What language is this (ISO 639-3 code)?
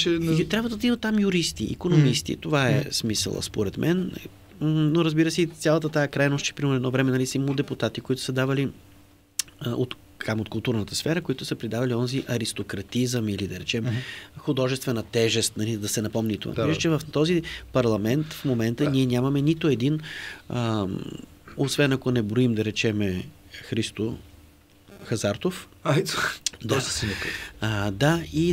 bul